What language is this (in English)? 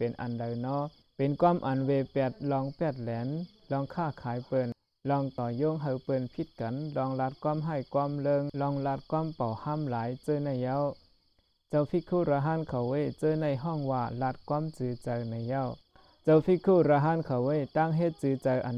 Shan